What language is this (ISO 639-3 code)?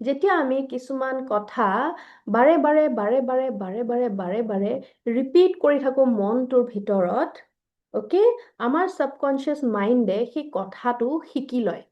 asm